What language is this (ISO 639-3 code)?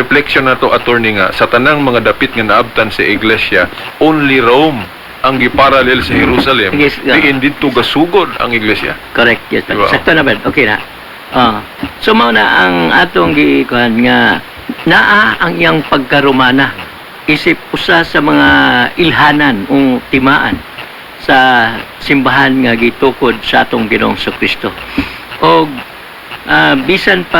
ceb